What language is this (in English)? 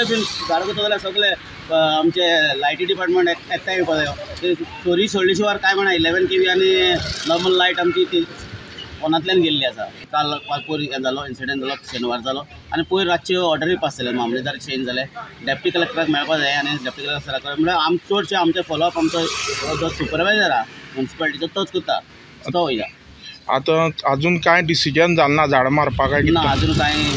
Konkani